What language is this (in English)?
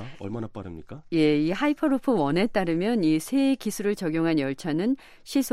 Korean